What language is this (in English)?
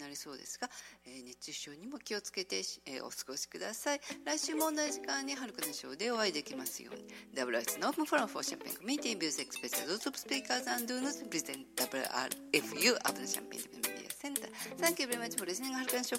Japanese